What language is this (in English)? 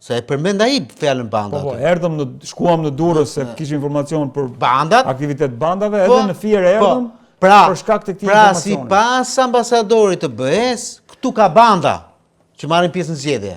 Albanian